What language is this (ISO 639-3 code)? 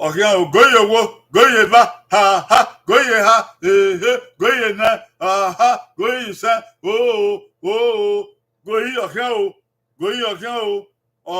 bin